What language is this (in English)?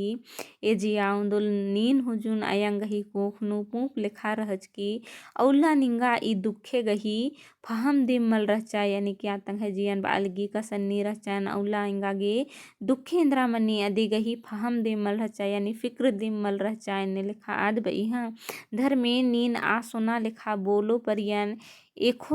Kurukh